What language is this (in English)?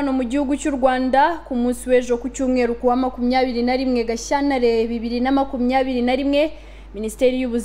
Kinyarwanda